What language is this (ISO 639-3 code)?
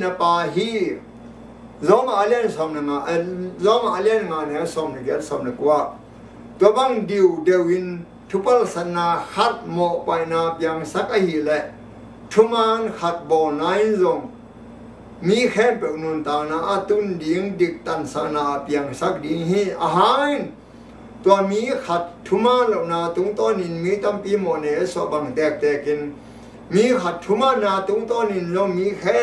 ctd